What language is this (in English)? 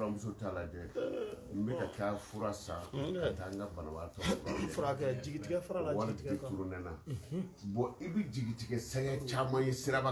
Bambara